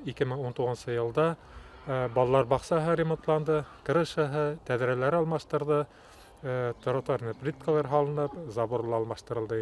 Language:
Bashkir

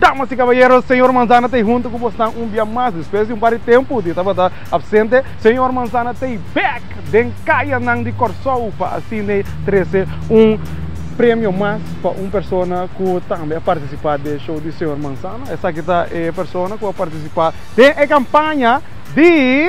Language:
Papiamento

